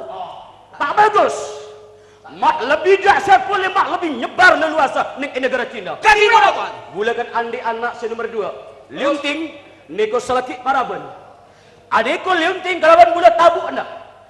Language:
Madurese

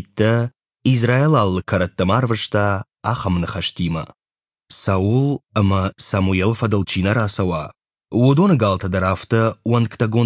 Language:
Ossetic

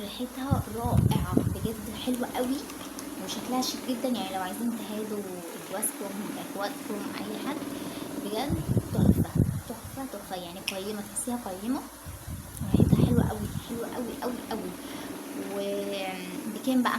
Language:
Egyptian Arabic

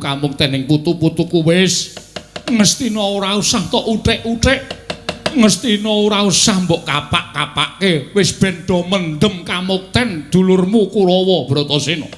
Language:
Javanese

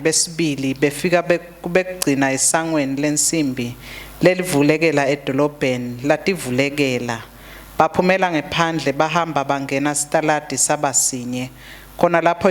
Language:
Swati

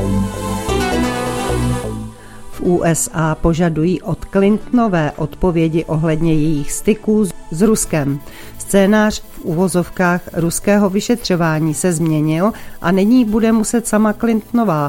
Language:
Czech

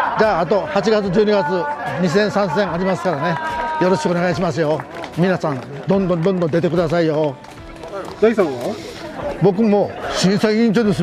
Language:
Japanese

